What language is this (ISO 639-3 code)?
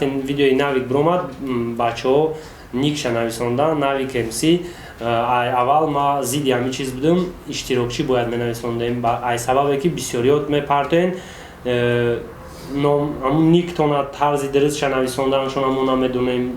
tgk